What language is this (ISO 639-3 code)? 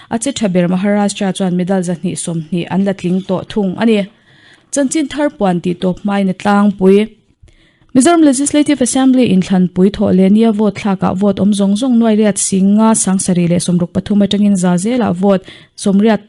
lus